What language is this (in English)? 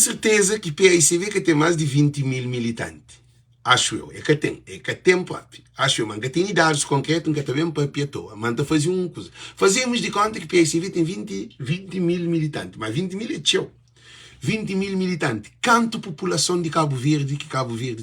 Kabuverdianu